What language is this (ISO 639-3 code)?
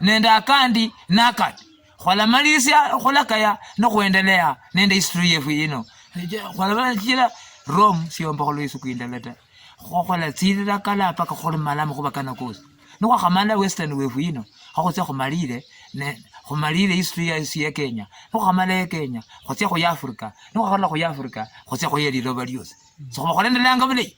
luy